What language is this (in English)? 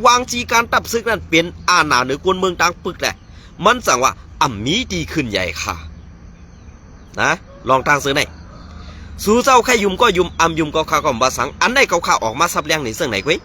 Shan